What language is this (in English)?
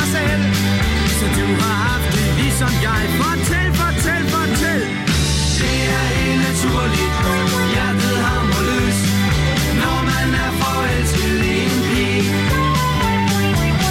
Danish